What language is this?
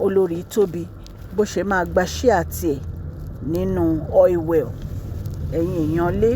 Yoruba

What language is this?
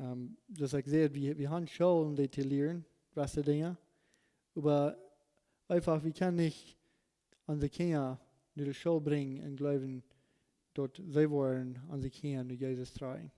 Plautdietsch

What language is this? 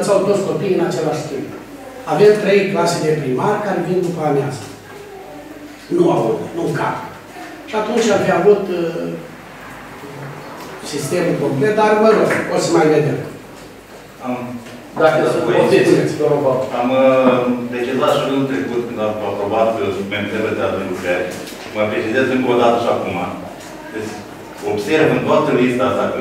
Romanian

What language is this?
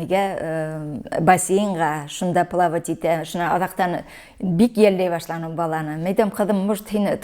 Bashkir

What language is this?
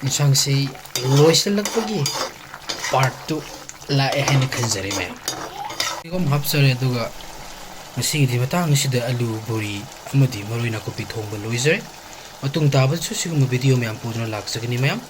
Manipuri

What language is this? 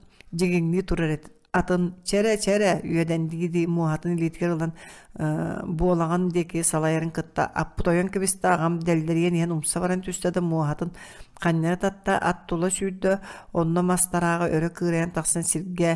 Yakut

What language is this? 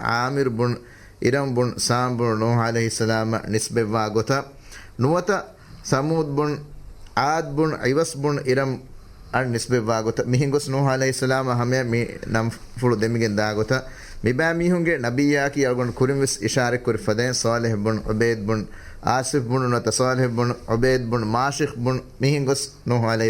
Divehi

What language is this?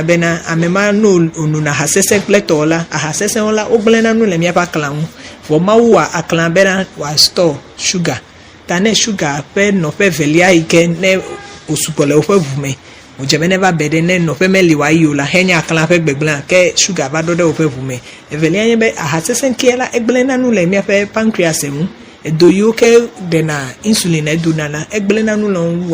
Ewe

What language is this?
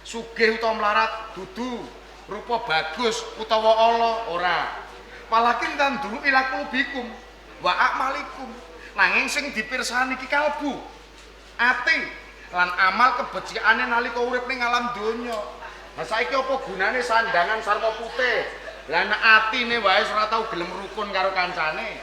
Javanese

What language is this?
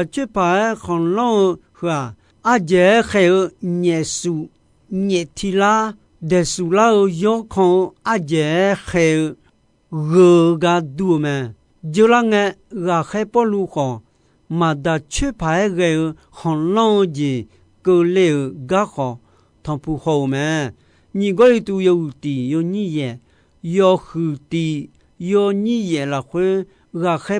Akha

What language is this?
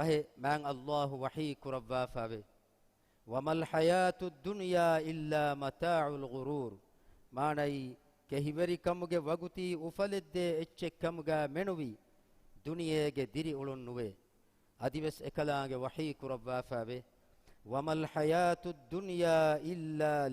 Divehi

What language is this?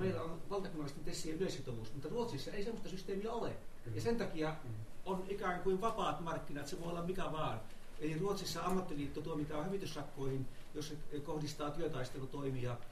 Finnish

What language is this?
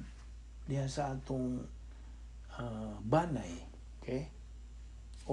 Cebuano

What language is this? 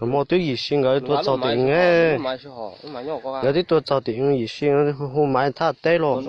Hmong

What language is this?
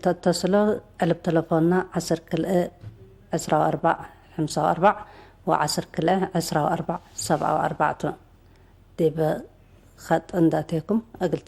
Tigre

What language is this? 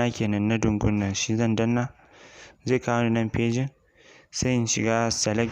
Hausa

